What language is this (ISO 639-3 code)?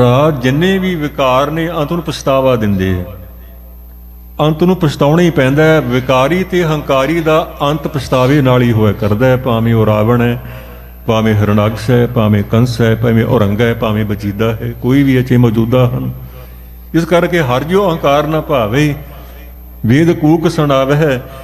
pan